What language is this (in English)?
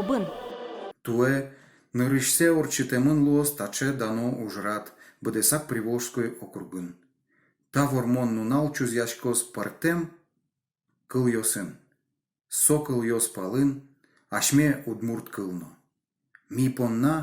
Udmurt